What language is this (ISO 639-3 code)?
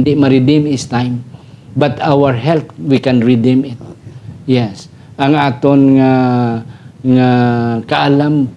hil